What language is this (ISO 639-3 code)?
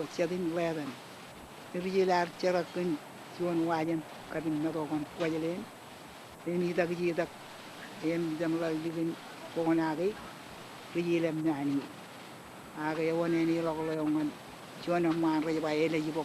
mah